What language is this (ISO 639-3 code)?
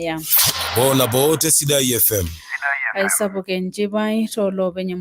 mas